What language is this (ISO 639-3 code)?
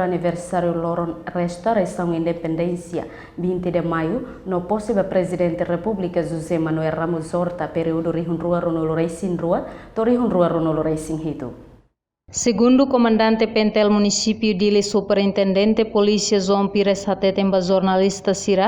tet